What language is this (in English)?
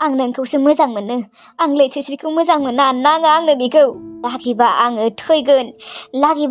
Bodo